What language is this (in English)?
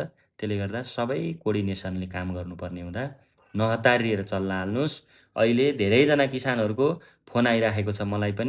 Nepali